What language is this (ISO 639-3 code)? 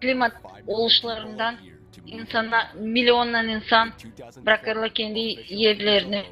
gag